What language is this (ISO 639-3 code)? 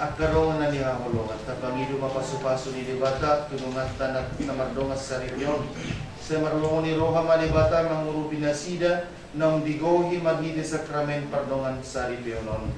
bbc